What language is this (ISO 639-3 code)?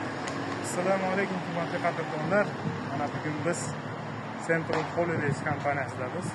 uzb